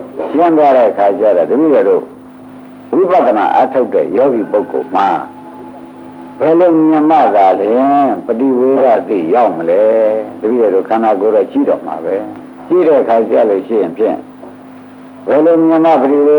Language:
Burmese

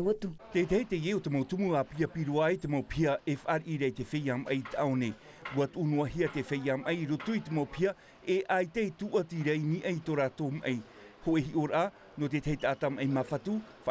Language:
Tahitian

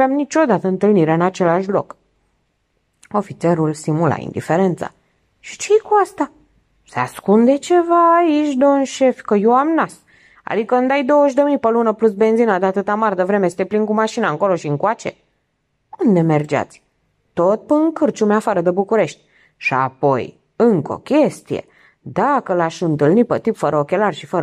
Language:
Romanian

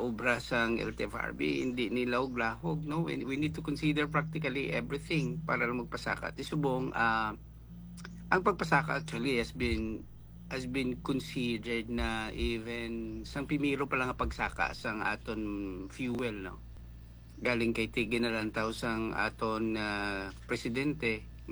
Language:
Hiligaynon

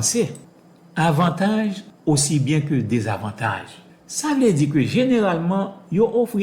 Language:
Haitian Creole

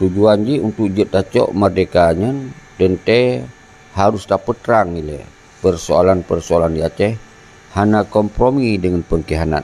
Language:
Achinese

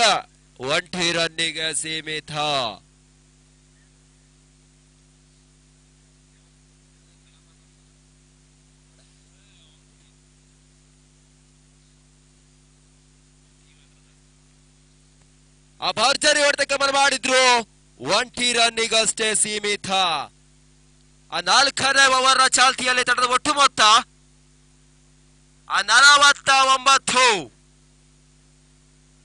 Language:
Kannada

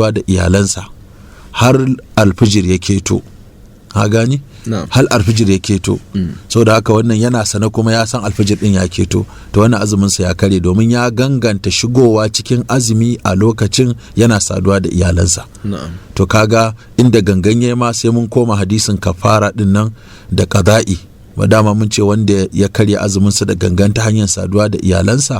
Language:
Hausa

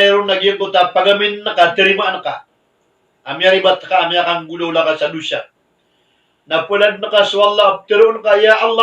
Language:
Maranao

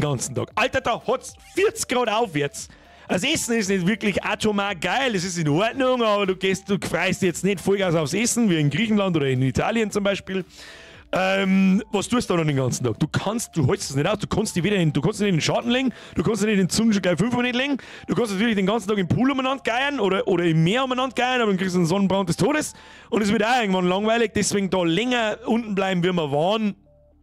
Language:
Bavarian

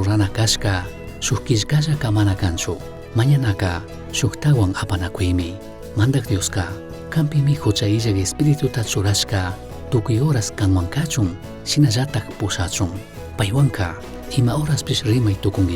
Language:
Chimborazo Highland Quichua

